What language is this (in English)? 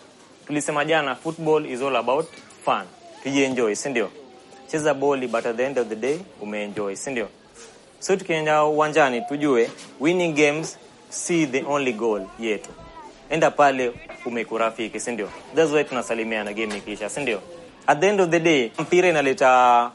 Swahili